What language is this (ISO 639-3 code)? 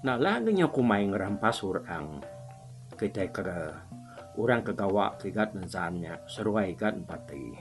iba